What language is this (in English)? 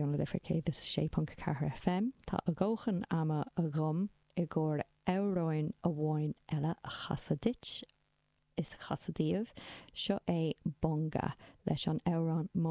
Irish